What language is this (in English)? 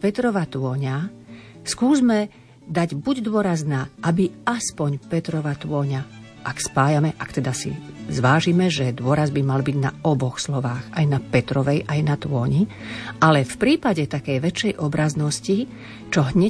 Slovak